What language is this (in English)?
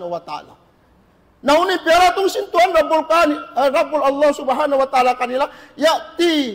Tausug